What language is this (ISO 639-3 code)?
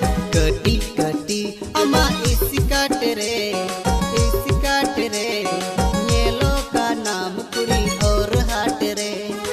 sat